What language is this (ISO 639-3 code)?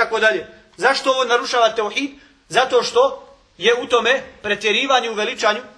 bos